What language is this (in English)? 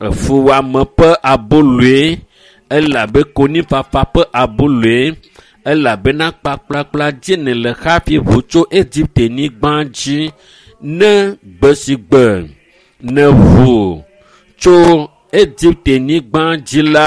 Ewe